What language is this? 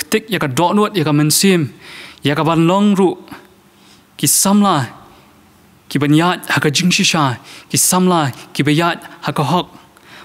Khasi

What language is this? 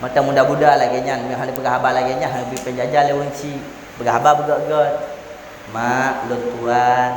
Achinese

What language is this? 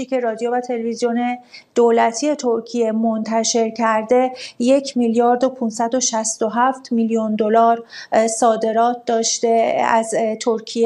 Persian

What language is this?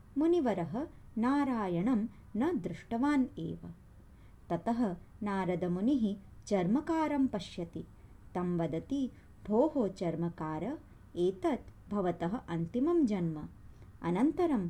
Sanskrit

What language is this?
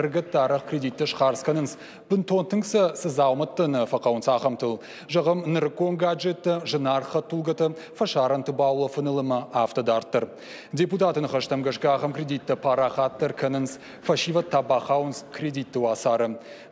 Ossetic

